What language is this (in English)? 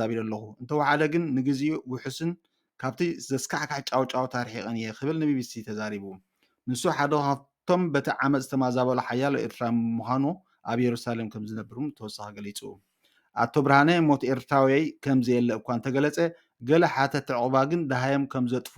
Tigrinya